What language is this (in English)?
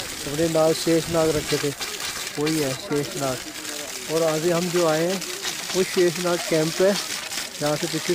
Hindi